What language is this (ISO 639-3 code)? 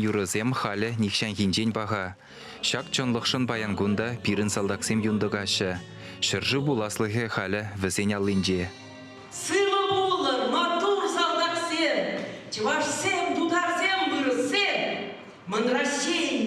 chv